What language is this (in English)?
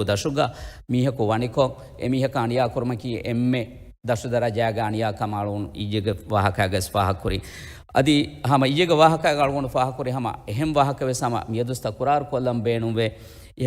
Divehi